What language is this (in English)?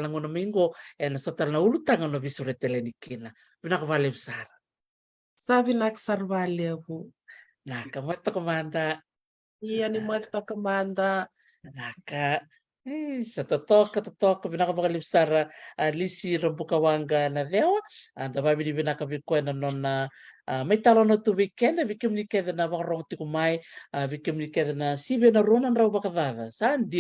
Fijian